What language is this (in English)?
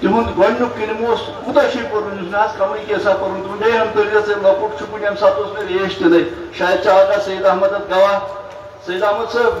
Kashmiri